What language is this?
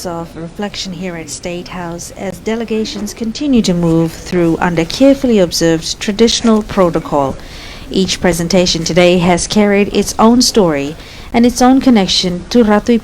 Fijian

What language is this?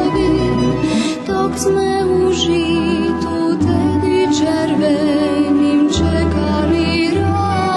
Rusyn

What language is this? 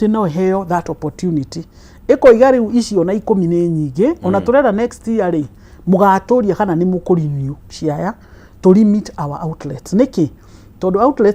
Kikuyu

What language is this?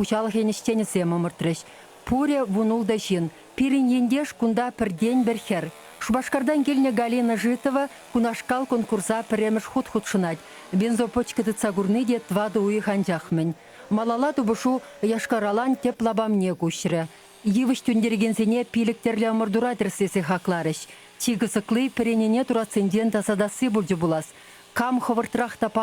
Chuvash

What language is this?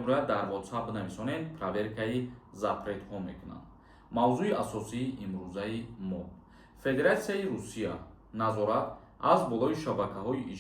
Tajik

